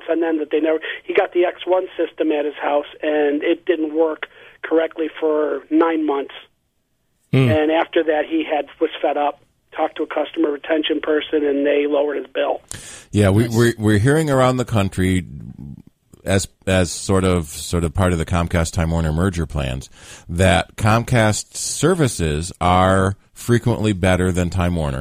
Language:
English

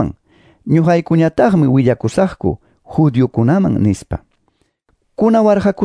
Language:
Quechua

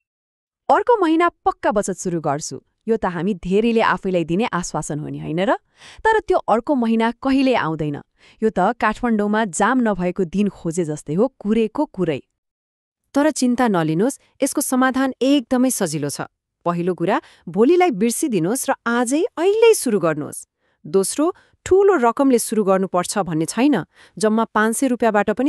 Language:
Nepali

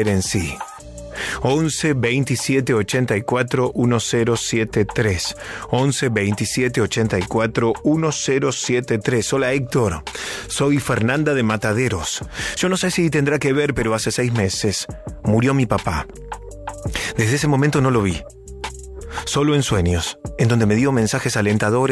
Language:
Spanish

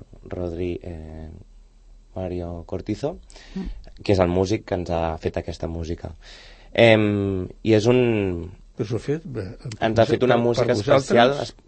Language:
Catalan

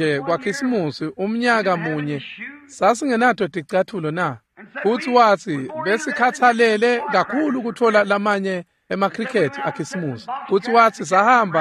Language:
Swati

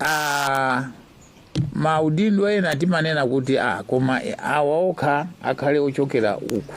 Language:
Nyanja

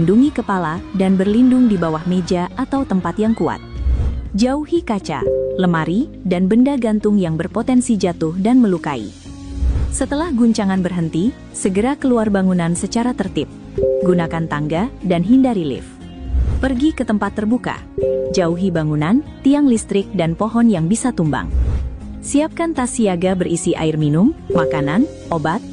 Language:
Indonesian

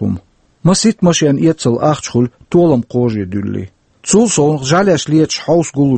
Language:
Chechen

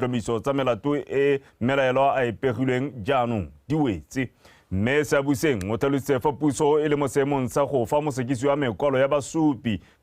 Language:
Tswana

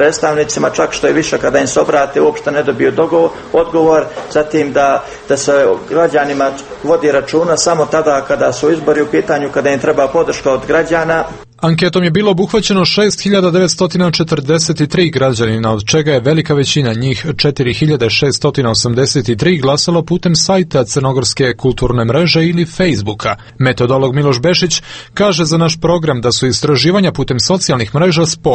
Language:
Serbian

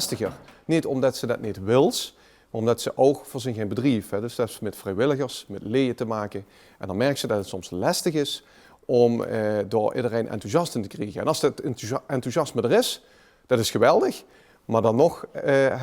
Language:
Limburgish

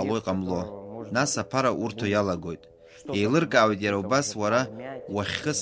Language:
Abkhazian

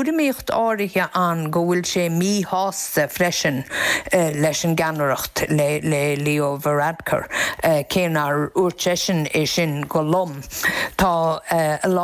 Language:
Irish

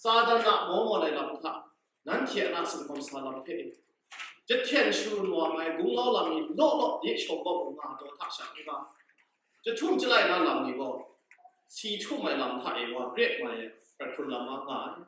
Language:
Kachin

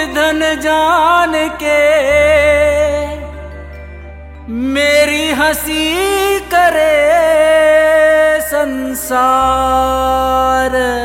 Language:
Haryanvi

